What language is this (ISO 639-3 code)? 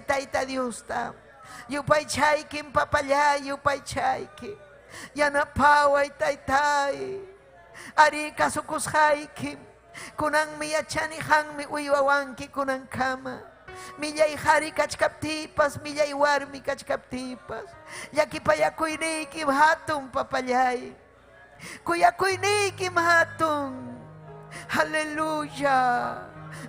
quy